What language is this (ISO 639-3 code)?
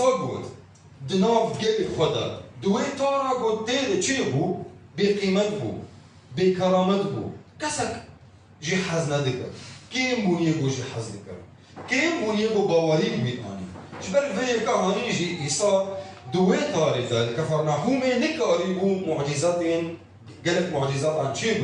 kur